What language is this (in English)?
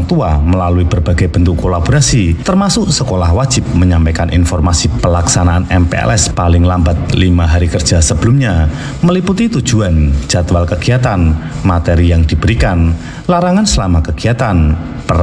Indonesian